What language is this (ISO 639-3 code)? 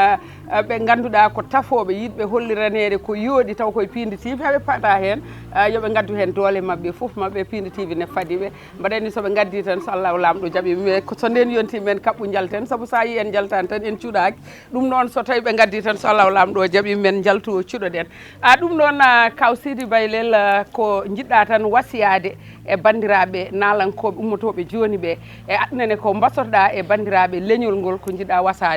ful